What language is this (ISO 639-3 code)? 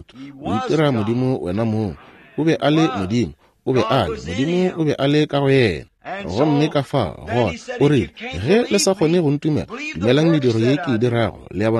nso